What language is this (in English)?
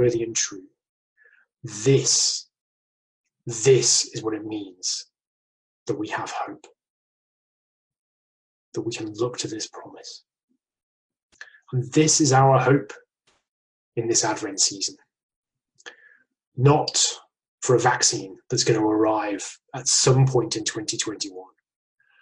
English